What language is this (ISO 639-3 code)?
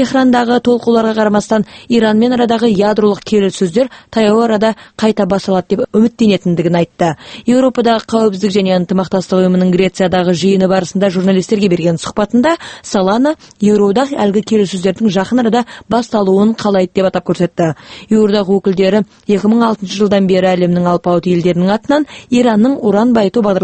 kaz